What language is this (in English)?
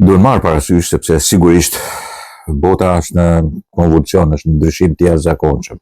Albanian